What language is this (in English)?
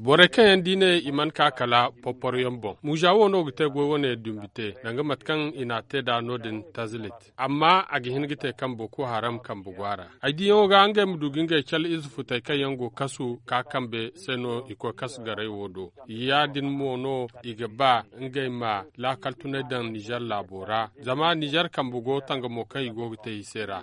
Zarma